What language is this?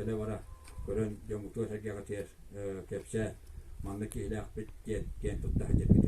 Yakut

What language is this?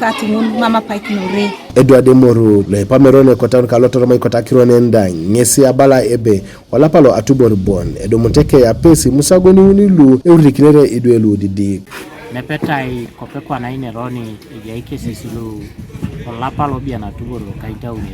Teso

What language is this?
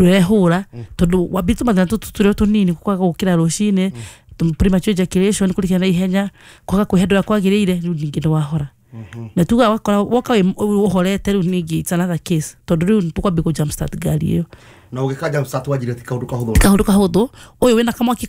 Kikuyu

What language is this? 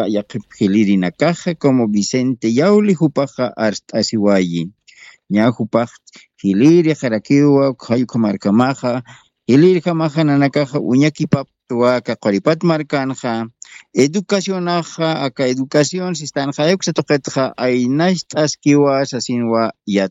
Aymara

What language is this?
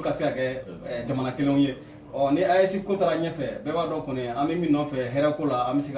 Bambara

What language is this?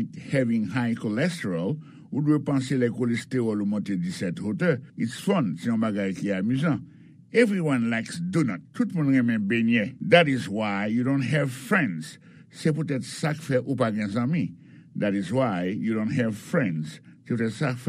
Haitian Creole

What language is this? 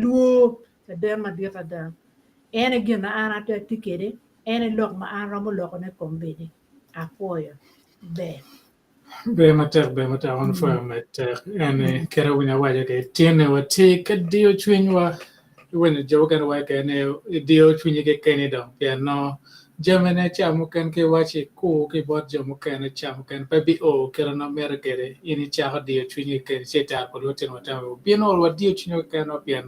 Acoli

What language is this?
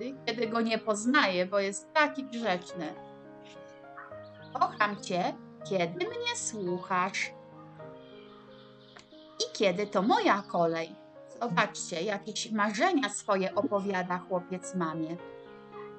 Polish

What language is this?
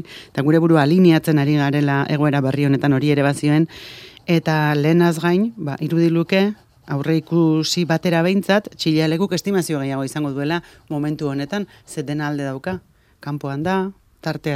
Basque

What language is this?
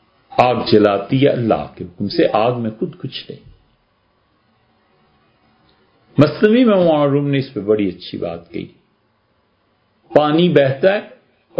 Urdu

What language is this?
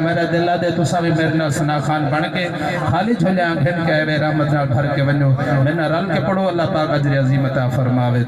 Saraiki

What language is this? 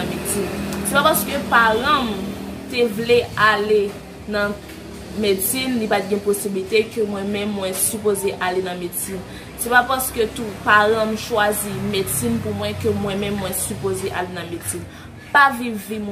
Haitian Creole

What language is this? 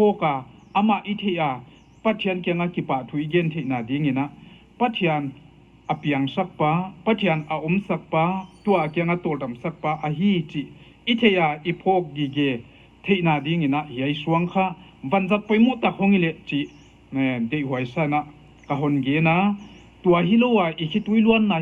Paite Chin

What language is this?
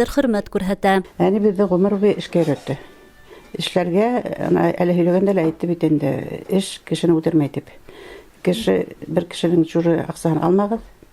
Bashkir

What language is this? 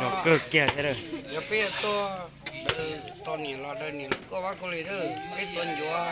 Hmong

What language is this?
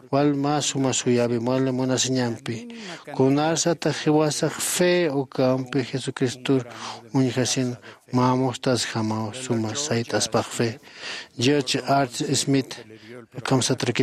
Aymara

